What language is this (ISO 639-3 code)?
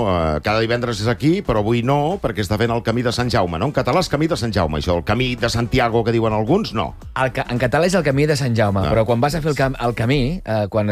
cat